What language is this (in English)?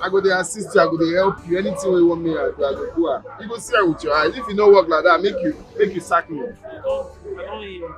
Nigerian Pidgin